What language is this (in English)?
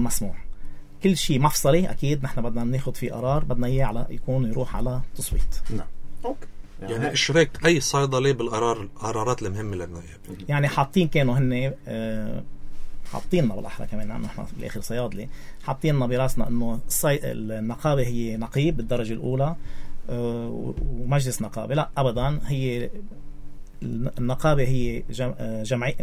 North Levantine Arabic